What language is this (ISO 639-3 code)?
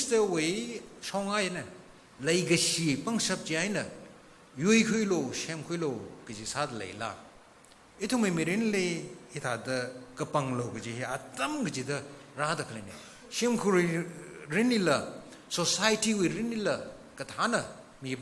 nmf